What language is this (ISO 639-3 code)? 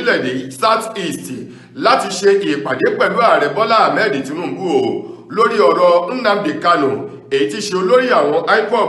yor